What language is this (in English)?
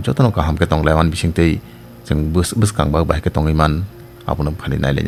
Kok Borok